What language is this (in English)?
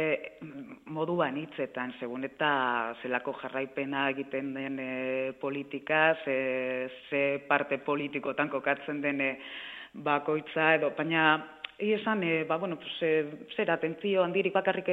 Basque